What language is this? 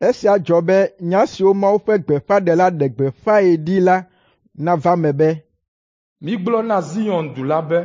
Ewe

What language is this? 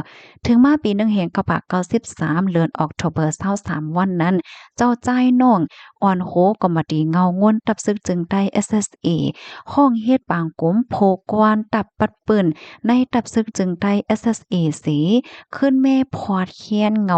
Shan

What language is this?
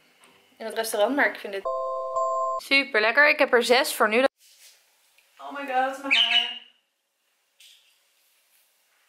Dutch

